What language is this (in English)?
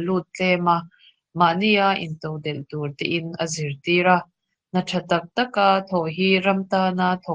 Mizo